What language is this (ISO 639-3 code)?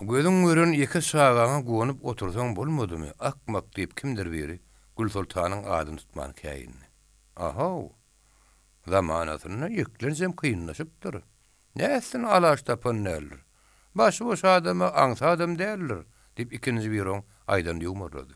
tuk